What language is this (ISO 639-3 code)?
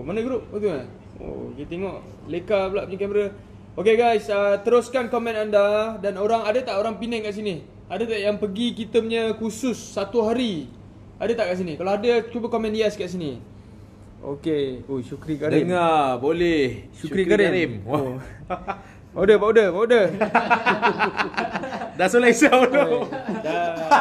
msa